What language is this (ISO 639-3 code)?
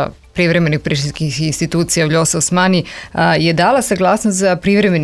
srp